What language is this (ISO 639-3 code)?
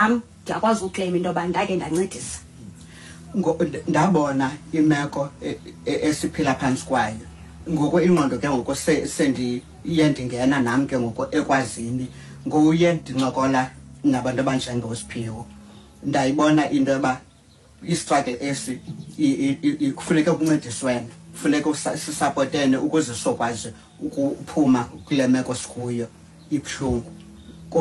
xho